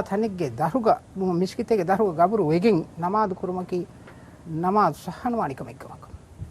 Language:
Divehi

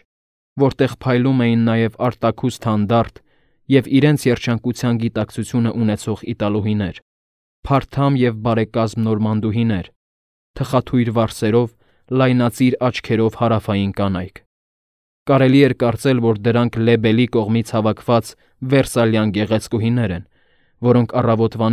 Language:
Armenian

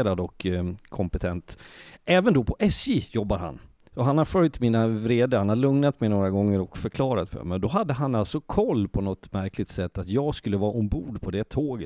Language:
Swedish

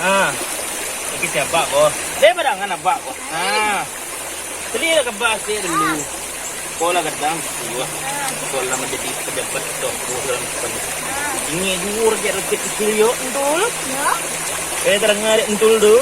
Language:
Minangkabau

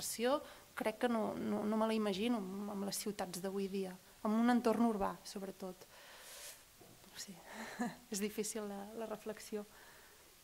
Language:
Catalan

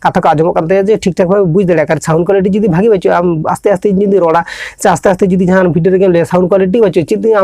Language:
Santali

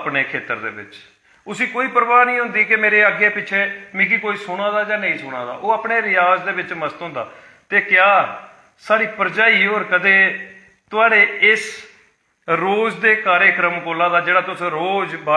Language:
Dogri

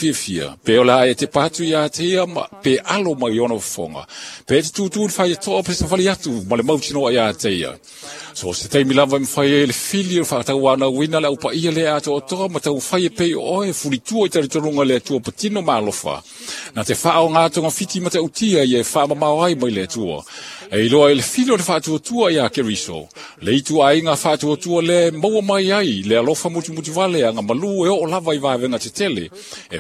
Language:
Samoan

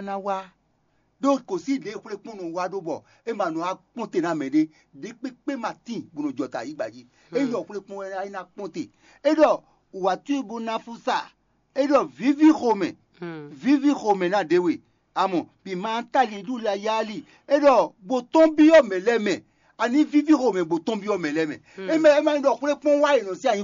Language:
Fon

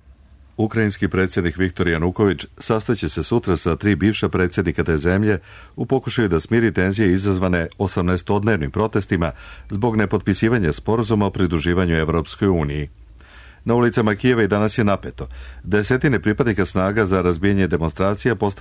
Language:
Serbian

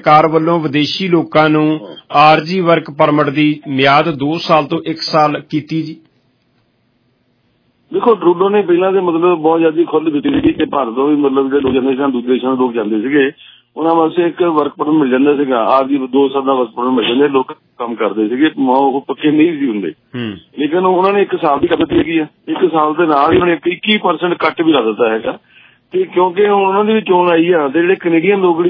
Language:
Punjabi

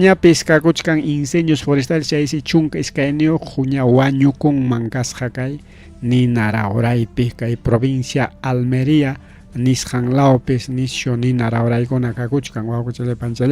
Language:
Ayacucho Quechua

